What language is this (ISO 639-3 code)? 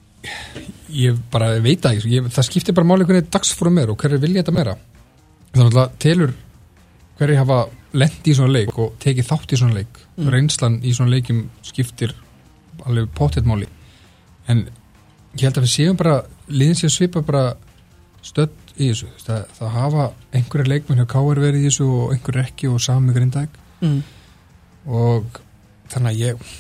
isl